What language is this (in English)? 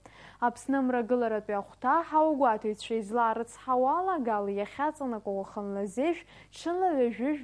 Abkhazian